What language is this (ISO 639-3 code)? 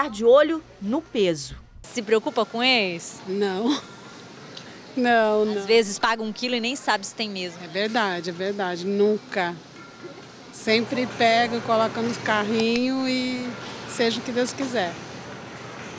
por